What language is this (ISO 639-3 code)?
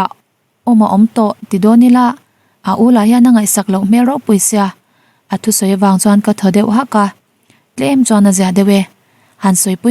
lus